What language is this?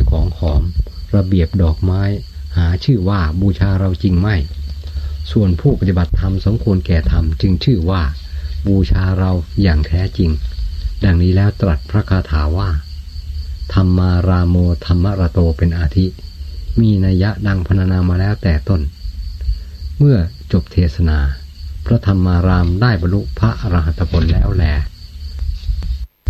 Thai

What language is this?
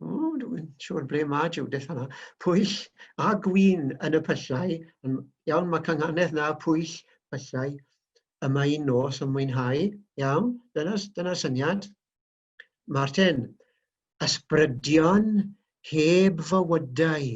Welsh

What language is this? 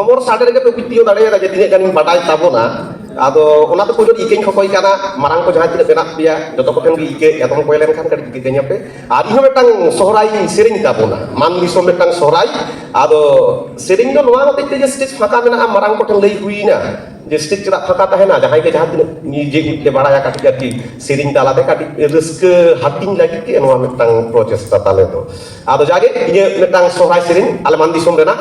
Santali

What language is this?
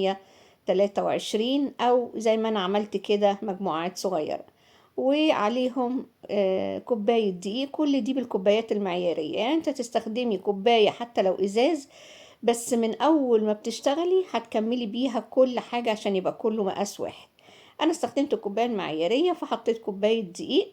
Egyptian Arabic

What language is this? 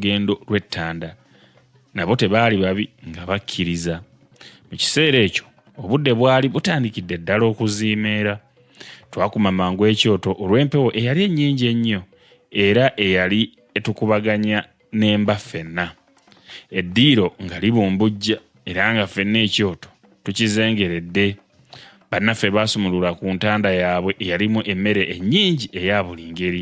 Ganda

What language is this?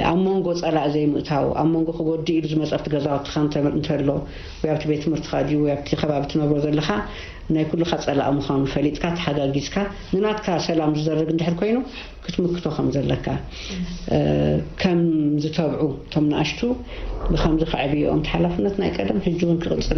Tigrinya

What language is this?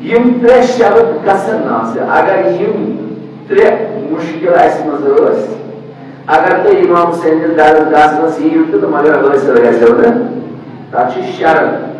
Kashmiri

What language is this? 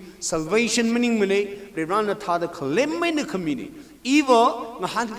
Tangkhul Naga (India)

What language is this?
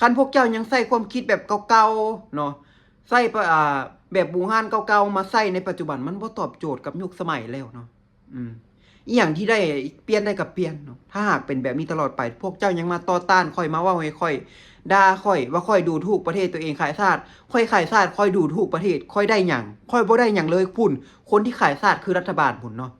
Lao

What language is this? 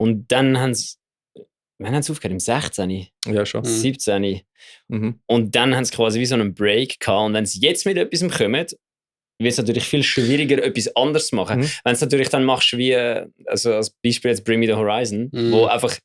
Swiss German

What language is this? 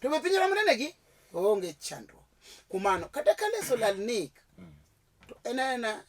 Luo (Kenya and Tanzania)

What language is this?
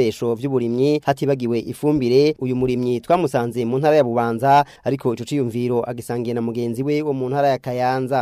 Rundi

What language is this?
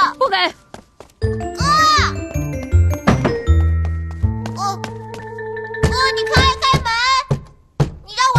Chinese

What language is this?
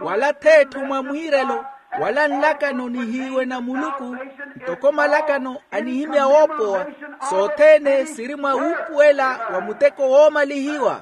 Makhuwa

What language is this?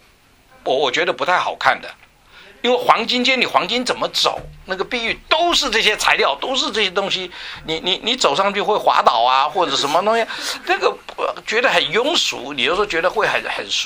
Chinese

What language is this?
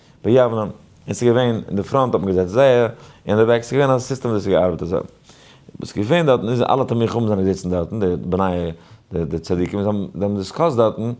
Yiddish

